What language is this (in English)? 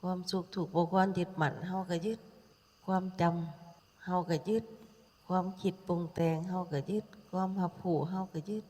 Lao